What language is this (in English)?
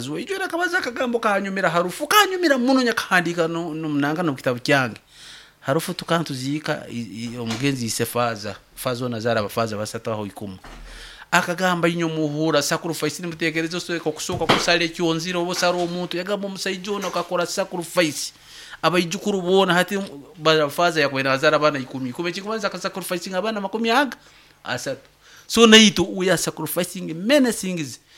Nyankole